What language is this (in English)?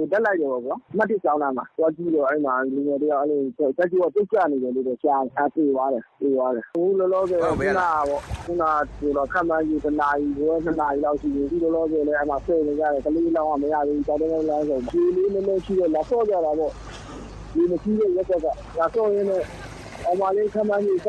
Burmese